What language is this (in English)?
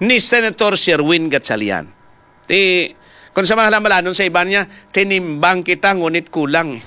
Hiligaynon